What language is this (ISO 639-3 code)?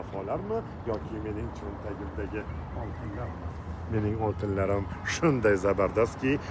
uzb